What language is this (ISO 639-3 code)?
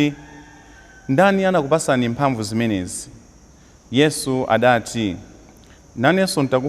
nya